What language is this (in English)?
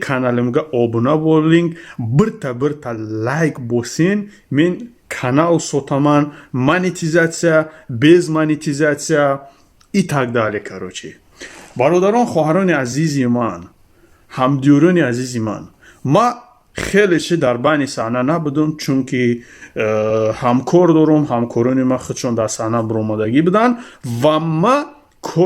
Tajik